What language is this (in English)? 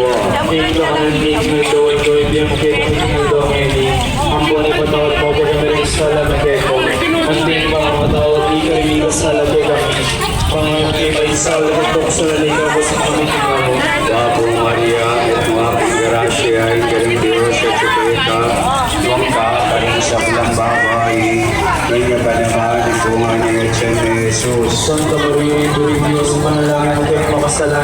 Pampanga